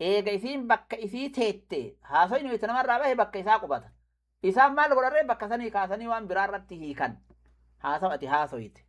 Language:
Oromo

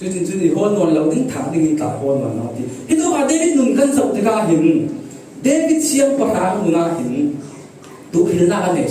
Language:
Falam Chin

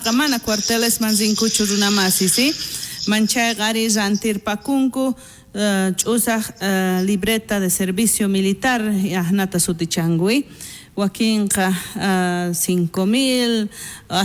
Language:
South Bolivian Quechua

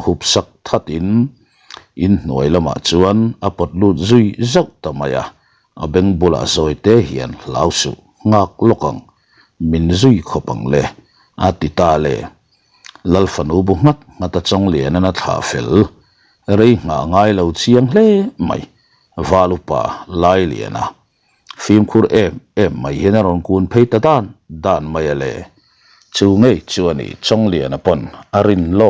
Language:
Mizo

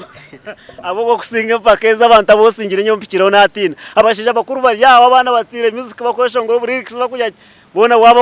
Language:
Nyankole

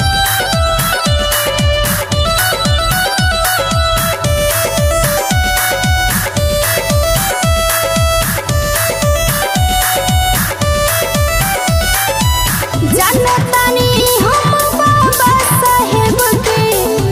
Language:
Bhojpuri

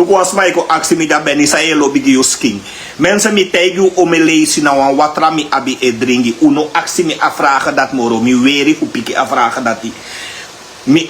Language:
Sranan Tongo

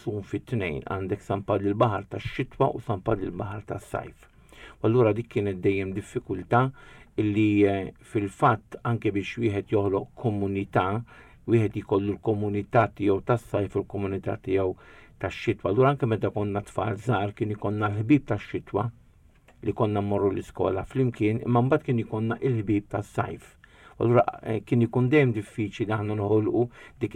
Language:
Maltese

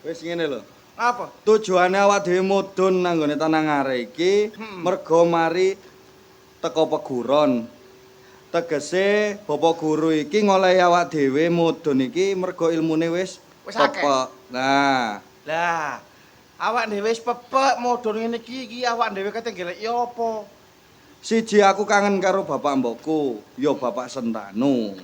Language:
Javanese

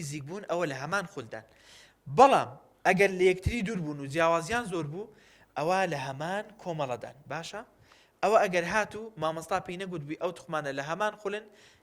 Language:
Central Kurdish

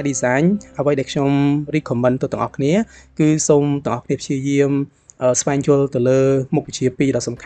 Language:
Khmer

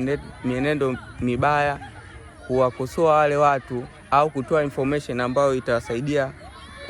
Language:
Swahili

